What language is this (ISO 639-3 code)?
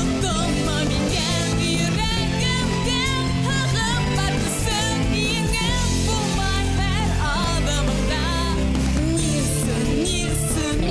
bak